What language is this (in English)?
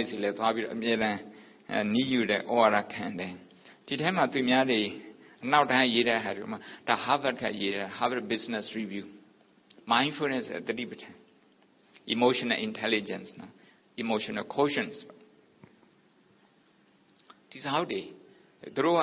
Burmese